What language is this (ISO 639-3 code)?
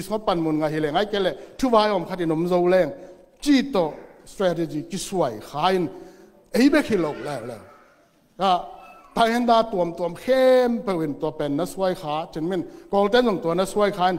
ctd